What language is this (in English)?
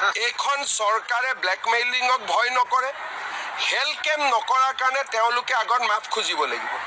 Assamese